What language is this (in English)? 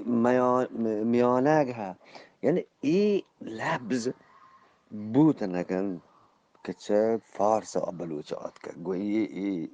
Eastern Balochi